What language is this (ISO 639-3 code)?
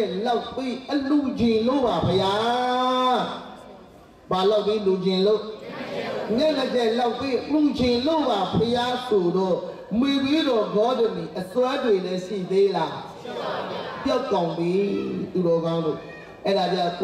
mya